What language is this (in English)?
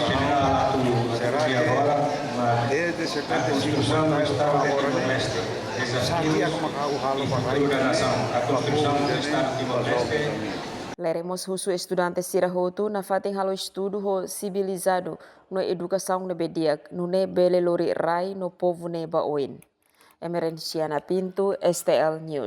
Tetum